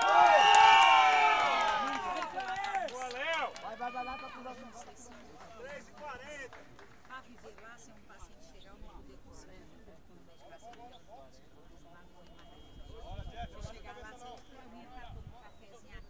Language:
Portuguese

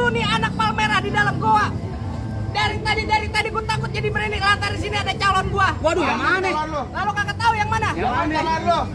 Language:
Betawi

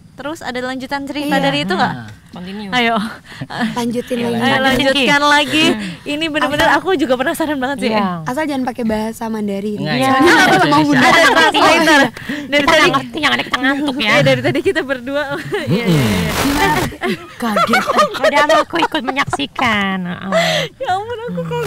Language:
Indonesian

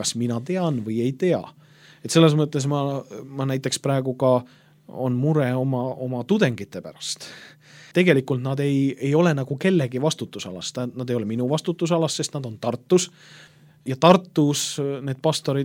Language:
Estonian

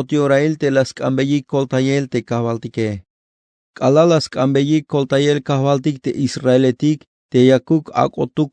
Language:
Tzeltal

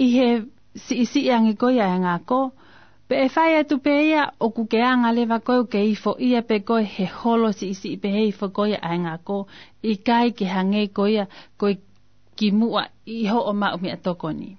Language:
Tongan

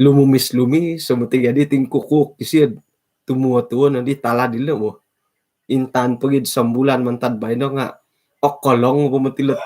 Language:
Central Dusun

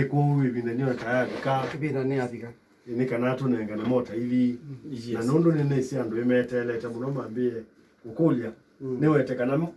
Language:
Kamba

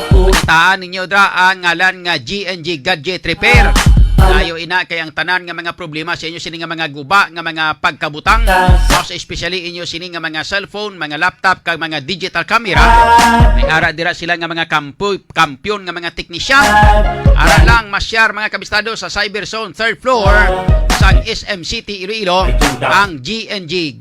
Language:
Hiligaynon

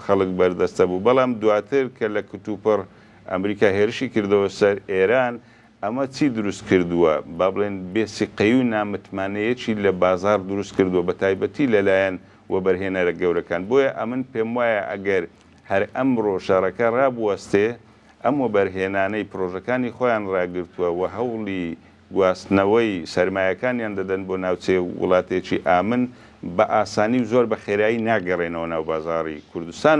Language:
Central Kurdish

